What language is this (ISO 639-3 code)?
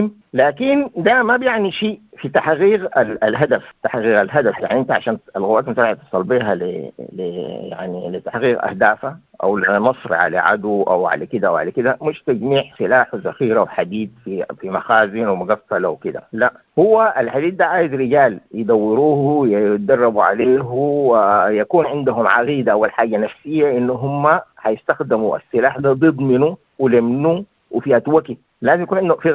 apd